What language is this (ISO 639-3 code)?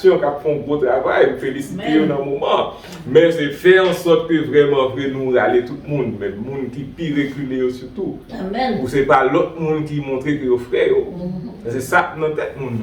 hat